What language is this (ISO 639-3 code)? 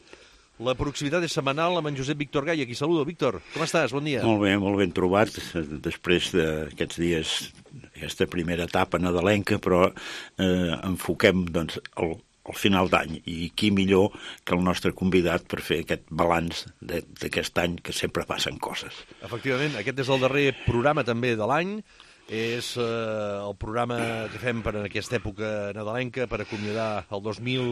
cat